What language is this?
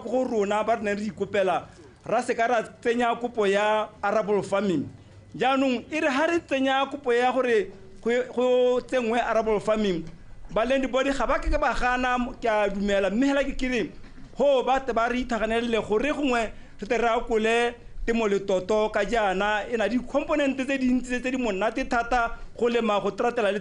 Tswana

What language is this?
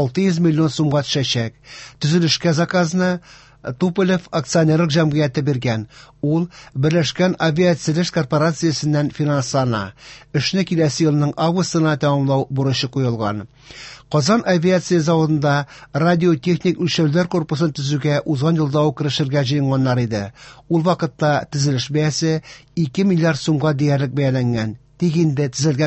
Tatar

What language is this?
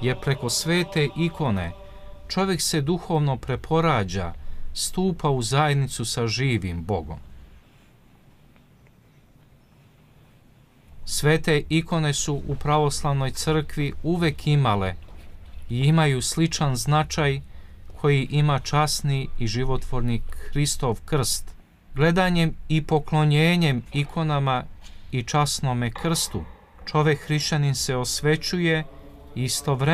Serbian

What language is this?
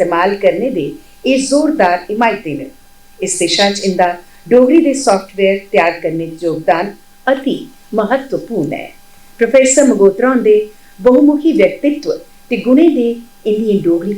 Dogri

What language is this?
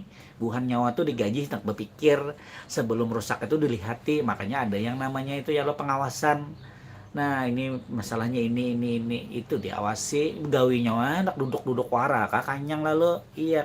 Banjar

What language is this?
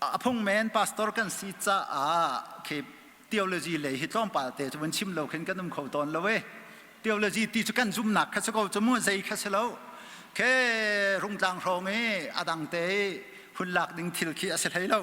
Hakha Chin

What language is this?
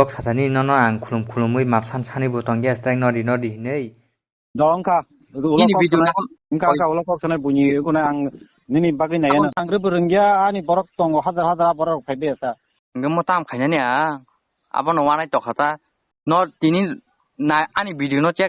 Kok Borok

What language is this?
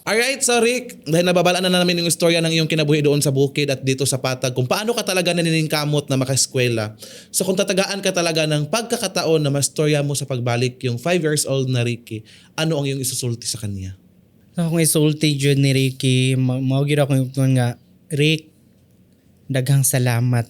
Cebuano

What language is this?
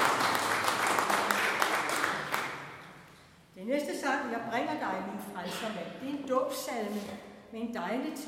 Danish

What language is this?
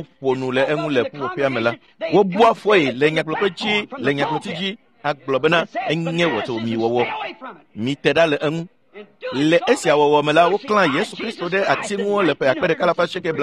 Ewe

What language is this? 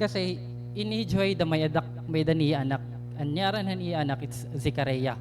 Waray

